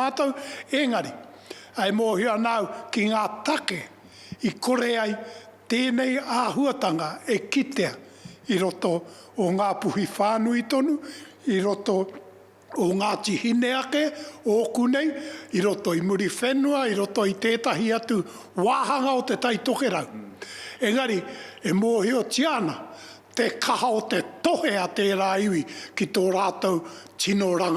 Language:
Māori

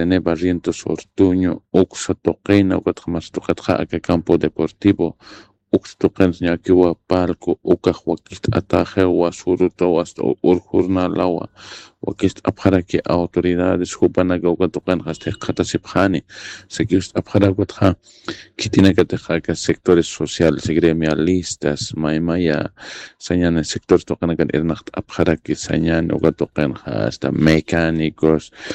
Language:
Aymara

